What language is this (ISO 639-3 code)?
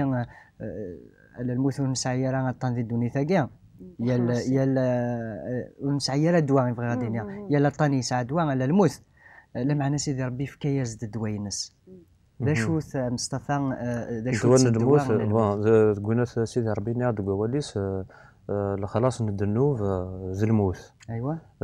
kab